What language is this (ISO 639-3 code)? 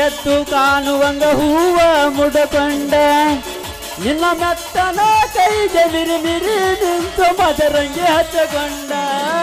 kan